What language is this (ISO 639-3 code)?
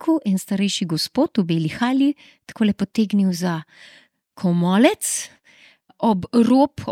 slv